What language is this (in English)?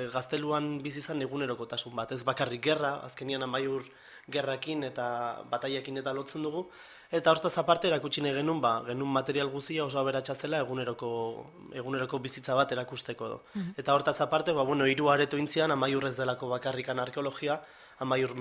Basque